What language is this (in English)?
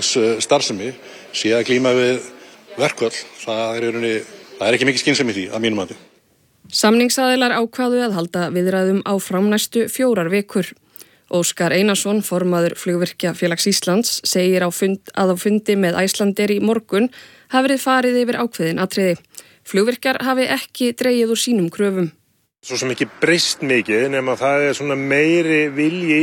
Icelandic